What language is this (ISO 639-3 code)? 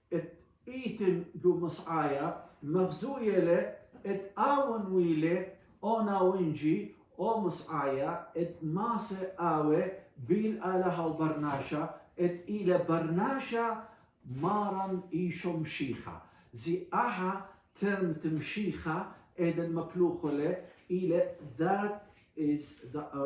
aii